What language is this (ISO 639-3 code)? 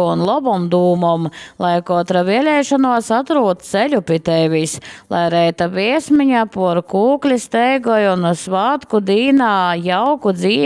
ltg